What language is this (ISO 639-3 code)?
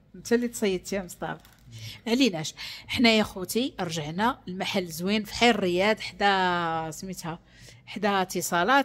ary